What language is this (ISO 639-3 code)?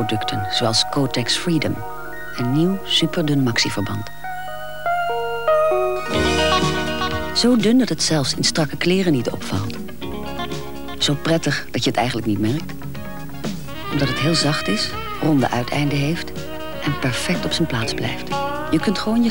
nld